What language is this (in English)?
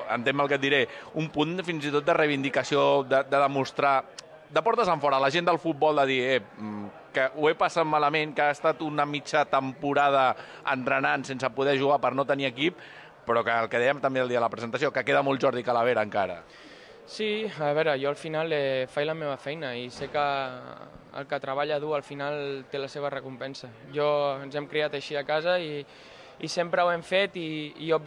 Catalan